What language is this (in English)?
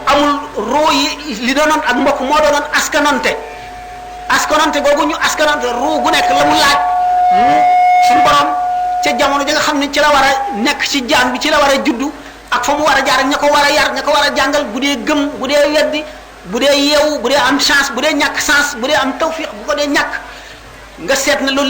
Wolof